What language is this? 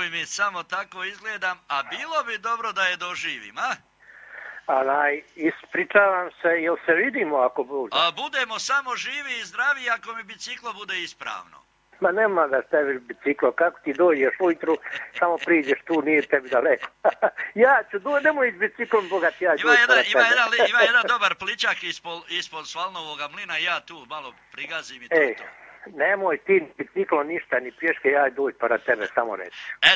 Croatian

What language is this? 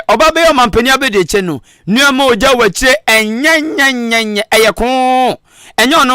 Akan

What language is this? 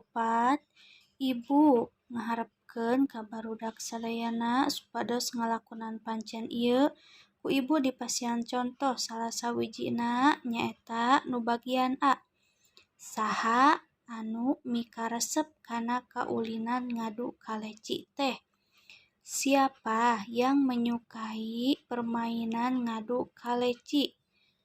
Sundanese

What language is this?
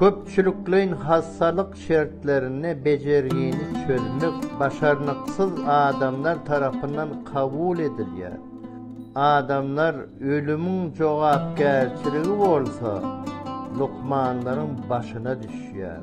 Turkmen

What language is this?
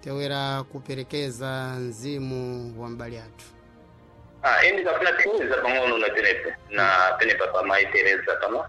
Sena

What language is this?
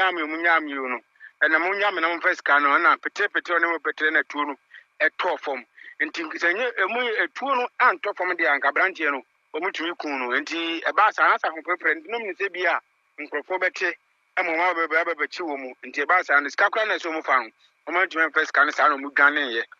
Akan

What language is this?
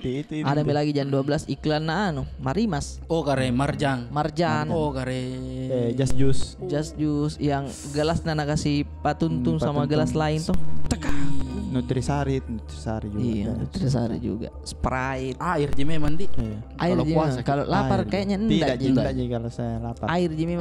Makassar Malay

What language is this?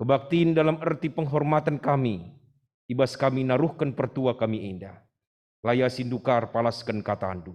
Batak Karo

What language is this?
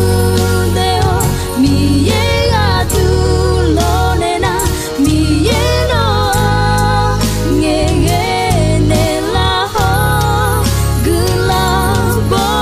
Akha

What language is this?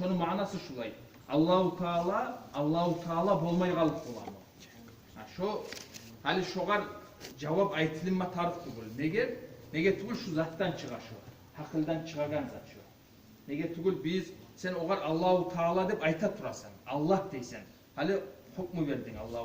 Kumyk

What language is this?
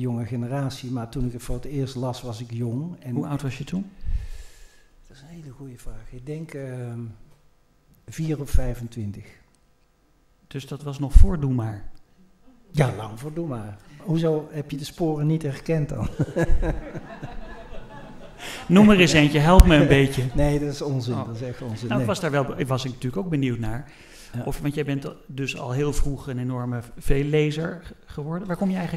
Dutch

